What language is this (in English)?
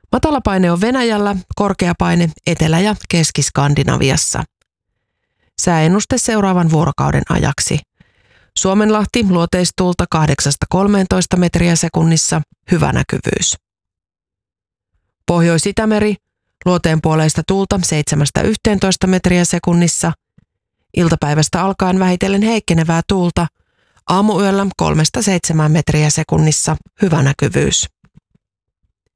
Finnish